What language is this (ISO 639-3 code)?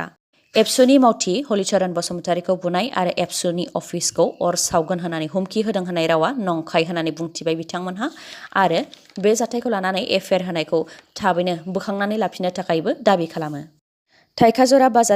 brx